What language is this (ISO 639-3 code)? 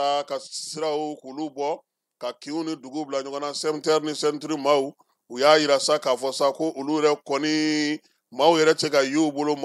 bam